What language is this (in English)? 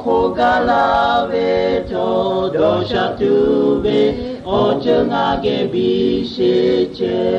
Lahu